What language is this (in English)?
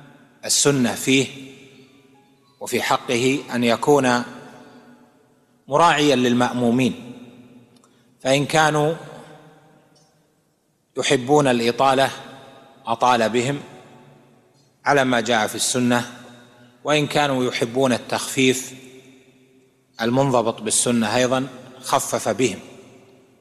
Arabic